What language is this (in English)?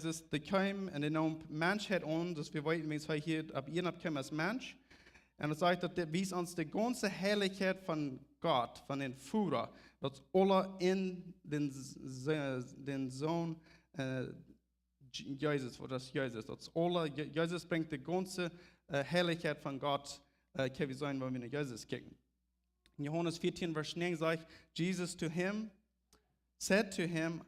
Plautdietsch